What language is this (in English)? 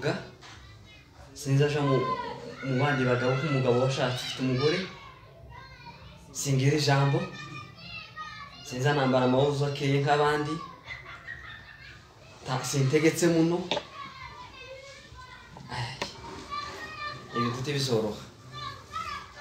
Kinyarwanda